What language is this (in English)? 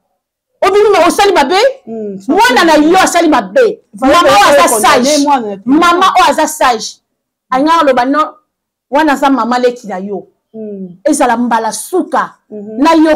Lingala